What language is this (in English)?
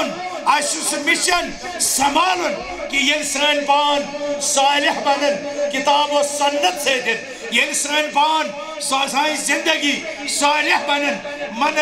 Kashmiri